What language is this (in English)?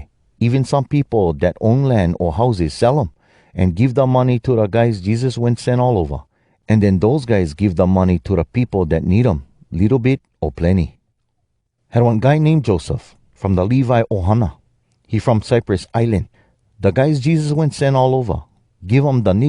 Hawai'i Creole English